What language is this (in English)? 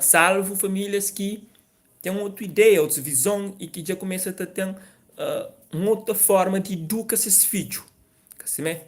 Kabuverdianu